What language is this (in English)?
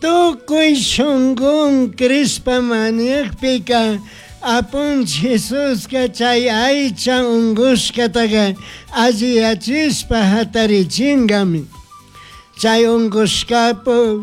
Chimborazo Highland Quichua